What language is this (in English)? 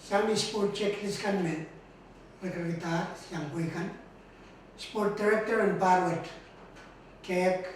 Pohnpeian